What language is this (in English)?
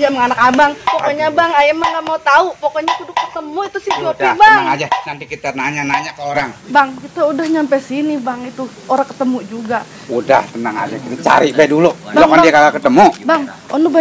Betawi